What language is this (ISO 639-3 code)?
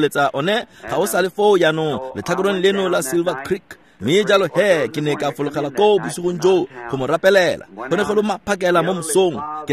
tsn